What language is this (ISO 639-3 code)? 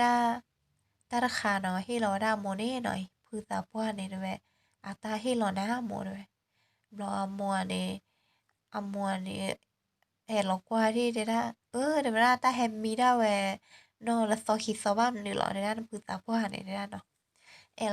ksw